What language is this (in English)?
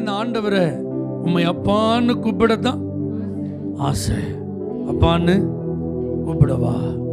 Tamil